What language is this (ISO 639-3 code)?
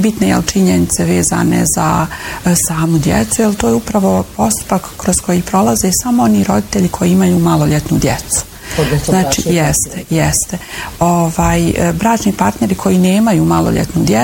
bos